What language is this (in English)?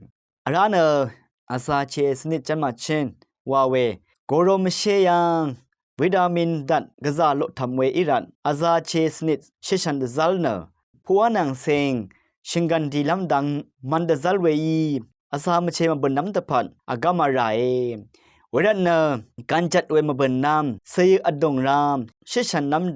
Rawang